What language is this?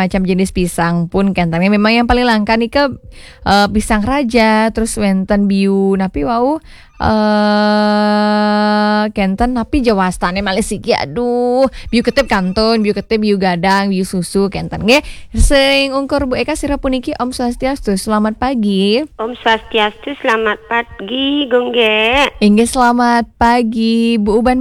Balinese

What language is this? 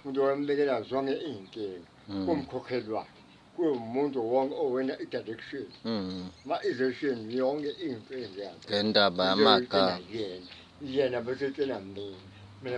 Zulu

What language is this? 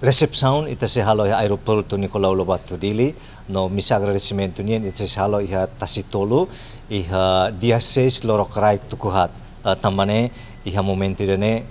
Tetum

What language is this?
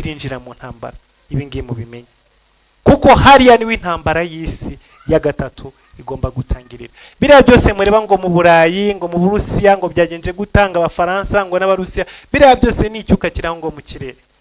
Kinyarwanda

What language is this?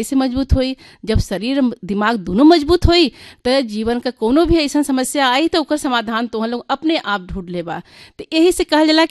Bhojpuri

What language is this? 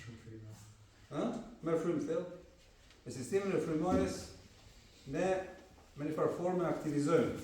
Albanian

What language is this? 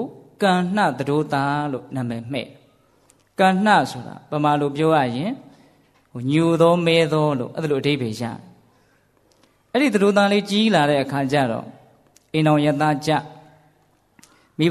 Burmese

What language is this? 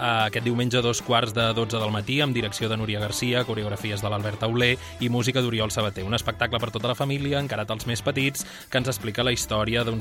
Catalan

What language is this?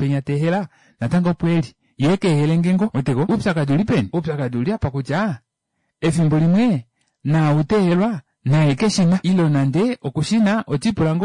Kuanyama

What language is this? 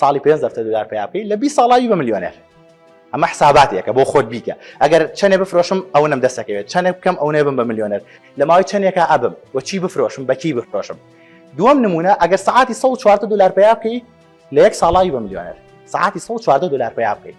Central Kurdish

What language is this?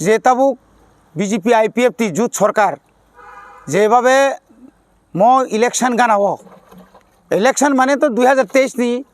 Kok Borok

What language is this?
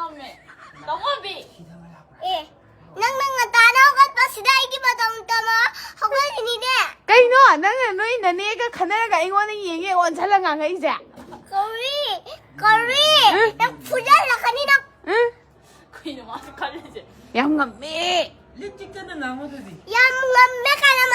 Manipuri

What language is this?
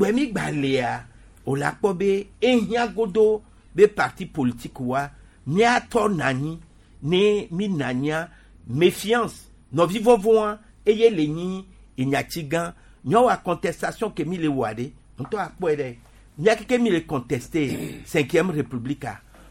Gen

